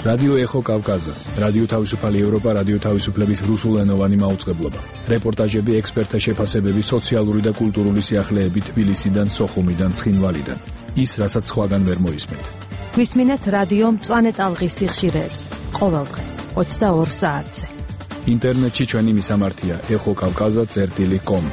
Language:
Georgian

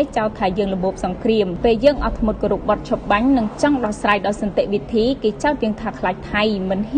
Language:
Khmer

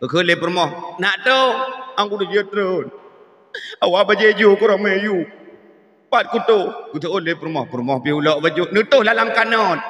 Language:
Achinese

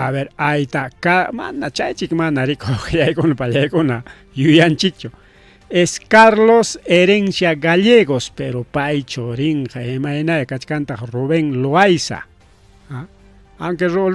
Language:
Ayacucho Quechua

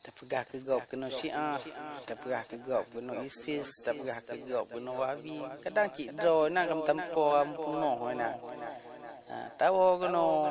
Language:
Achinese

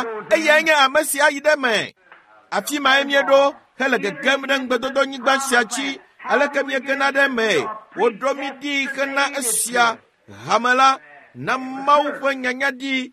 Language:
Ewe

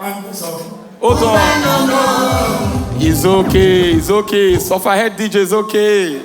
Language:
Nigerian Pidgin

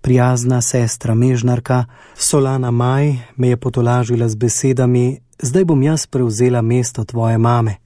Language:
Slovenian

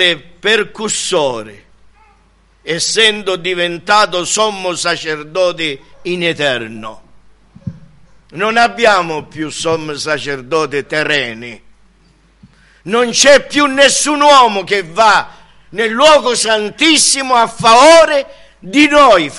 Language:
Italian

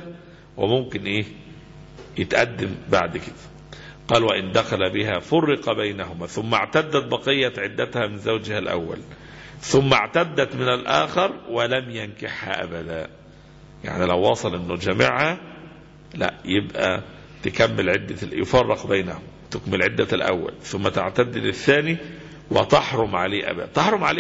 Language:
Egyptian Arabic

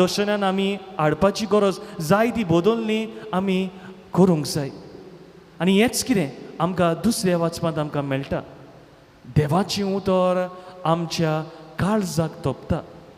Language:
Konkani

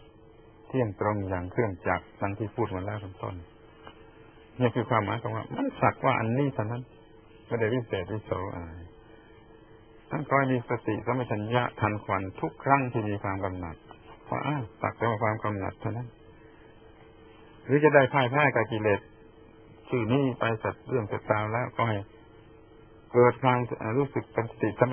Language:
Thai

